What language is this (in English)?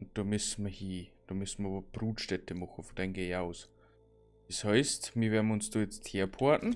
Bavarian